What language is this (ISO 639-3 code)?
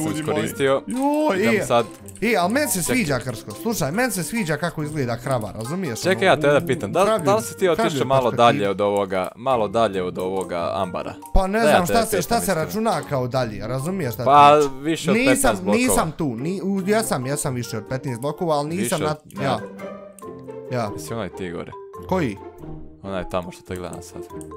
bos